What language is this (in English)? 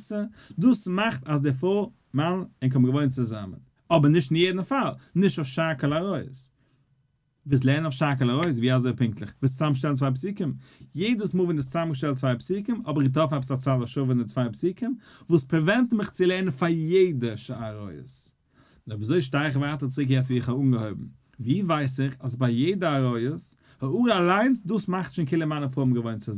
Yiddish